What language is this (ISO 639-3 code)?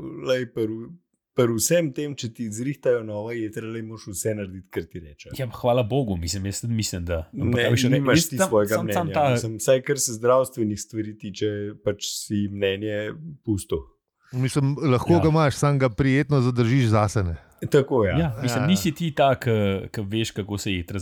slv